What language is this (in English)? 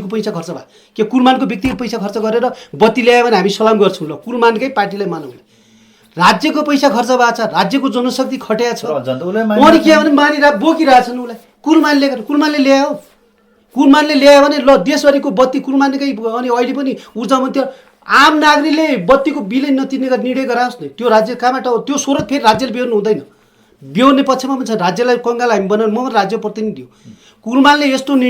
Nepali